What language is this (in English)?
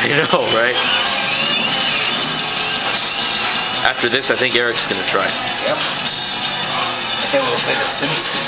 English